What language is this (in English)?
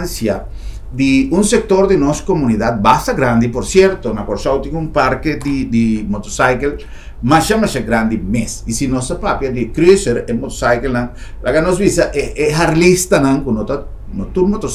Papiamento